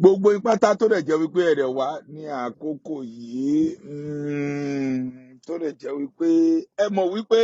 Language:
Yoruba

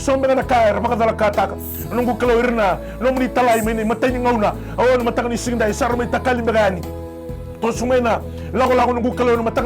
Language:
Fijian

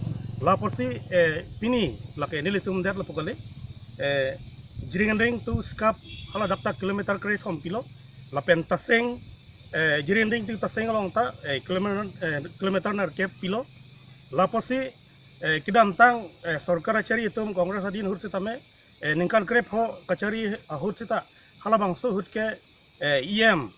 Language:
Karbi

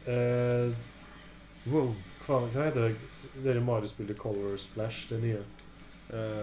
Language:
Norwegian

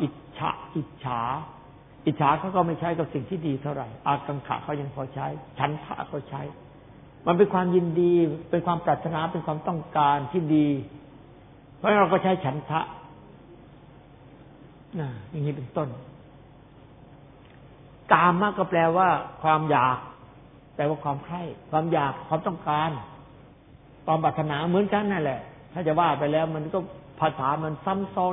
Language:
Thai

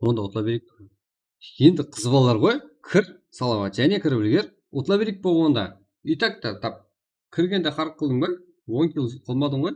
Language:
Kara-Kalpak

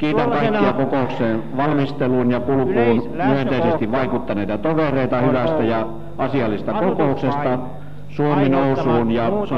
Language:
Finnish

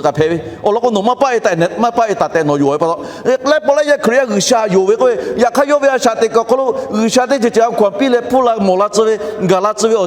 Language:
Lahu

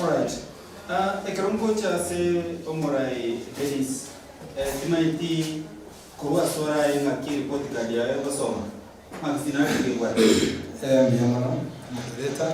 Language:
Gusii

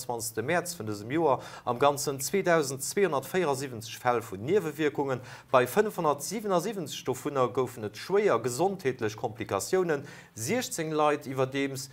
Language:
Luxembourgish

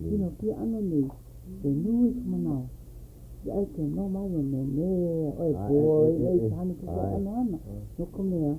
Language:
Hawaiian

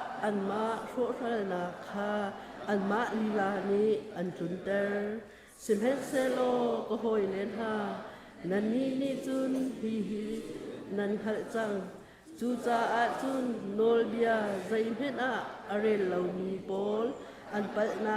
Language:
Hakha Chin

